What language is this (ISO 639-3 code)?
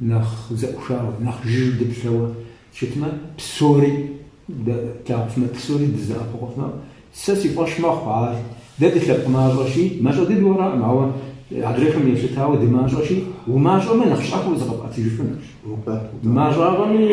kbd